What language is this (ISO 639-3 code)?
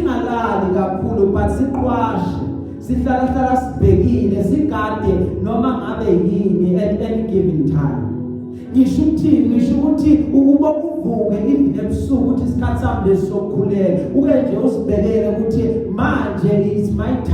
zul